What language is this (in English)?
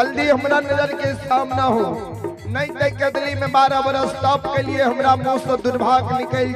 Maithili